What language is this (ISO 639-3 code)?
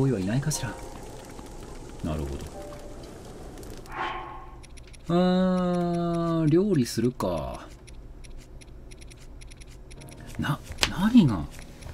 jpn